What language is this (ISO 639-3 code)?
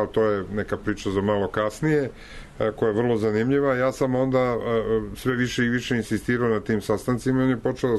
srp